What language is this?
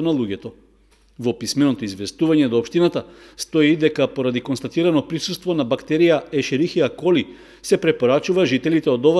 Macedonian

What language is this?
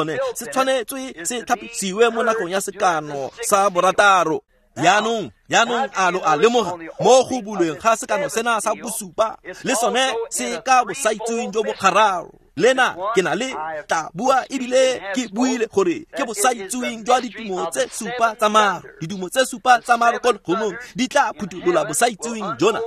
Tswana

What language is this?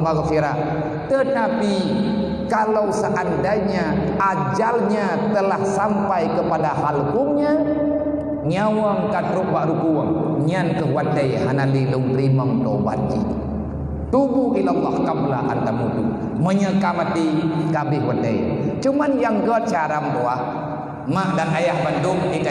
Achinese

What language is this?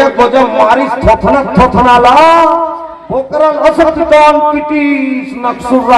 Chhattisgarhi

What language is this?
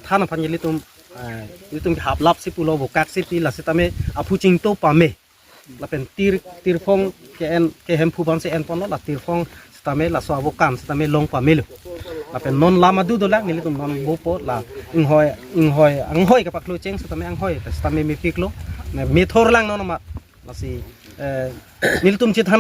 Karbi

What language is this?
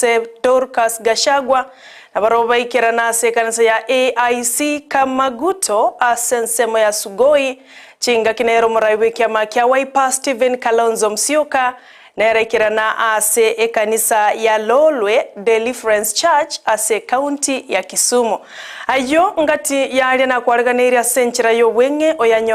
Gusii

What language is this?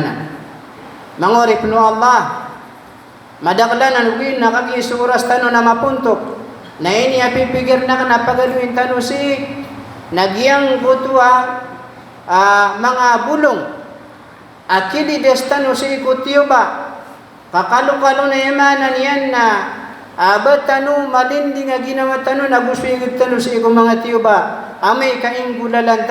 Maranao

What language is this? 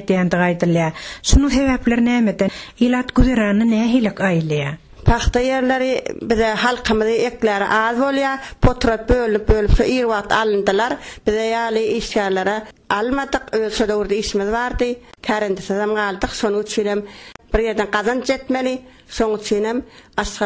Turkmen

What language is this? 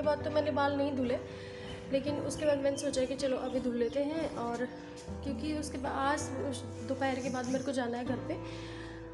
Hindi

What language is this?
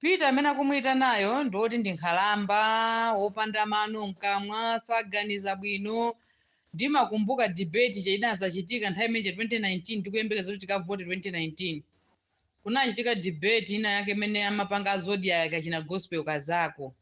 Nyanja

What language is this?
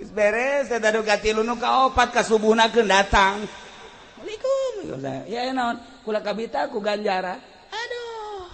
Sundanese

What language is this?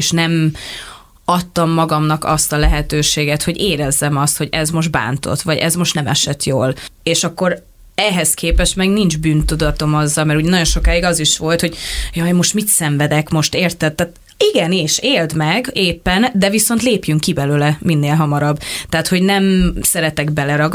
Hungarian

